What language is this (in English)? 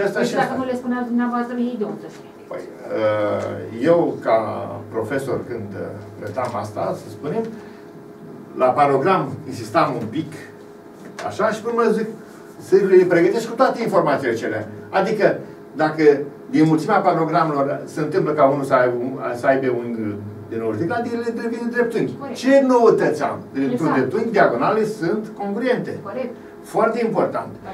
Romanian